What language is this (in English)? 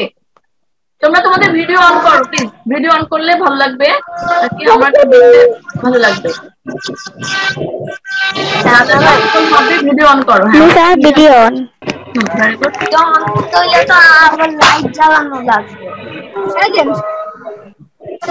Bangla